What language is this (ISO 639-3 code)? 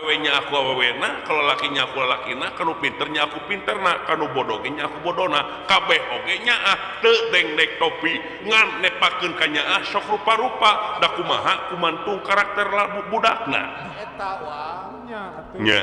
sun